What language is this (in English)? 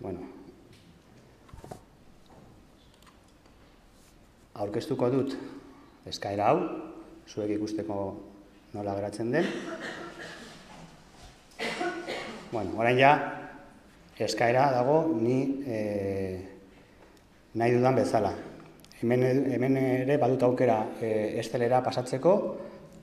Basque